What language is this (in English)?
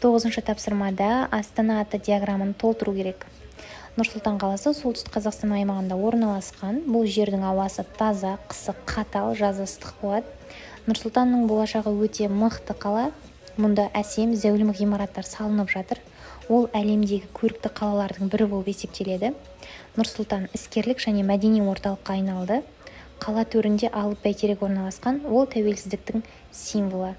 Kazakh